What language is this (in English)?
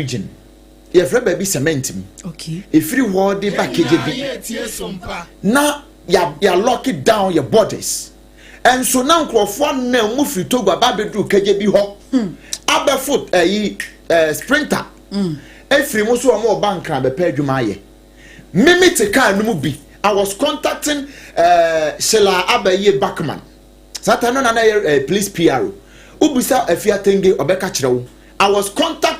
Akan